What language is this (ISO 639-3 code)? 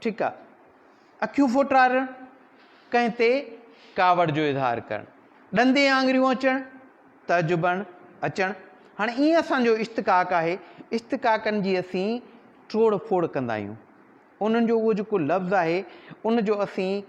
snd